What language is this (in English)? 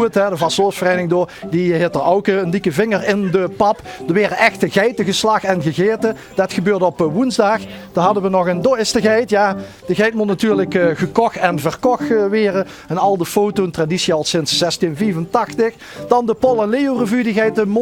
Limburgish